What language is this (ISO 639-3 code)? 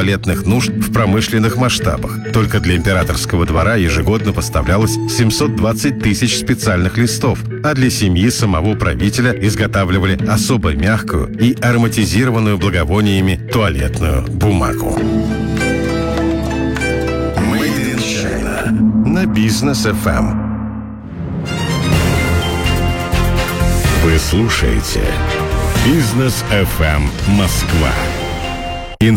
rus